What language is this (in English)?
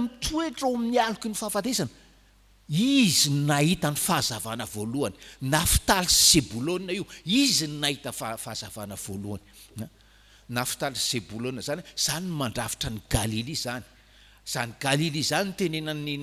Malagasy